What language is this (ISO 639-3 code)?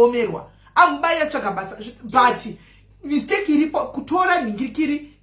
sna